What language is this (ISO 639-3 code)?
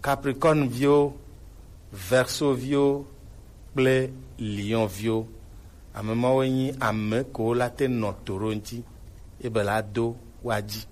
gej